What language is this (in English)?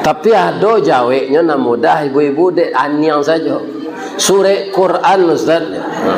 Minangkabau